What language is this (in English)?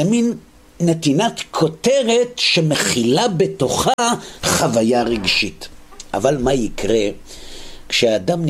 Hebrew